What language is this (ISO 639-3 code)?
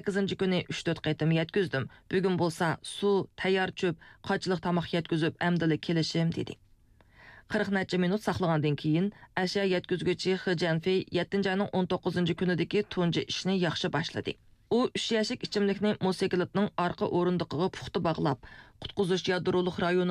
uig